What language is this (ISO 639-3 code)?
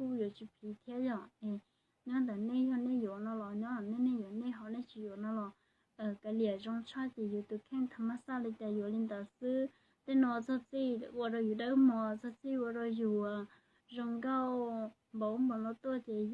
hmn